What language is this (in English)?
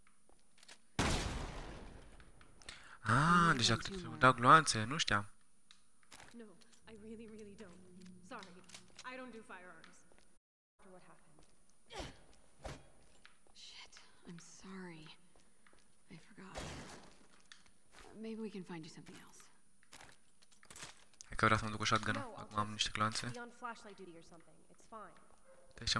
Romanian